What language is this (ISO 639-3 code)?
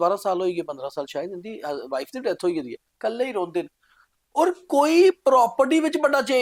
doi